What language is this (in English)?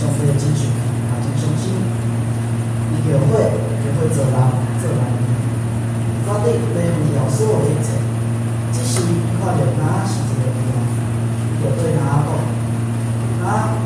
Min Nan Chinese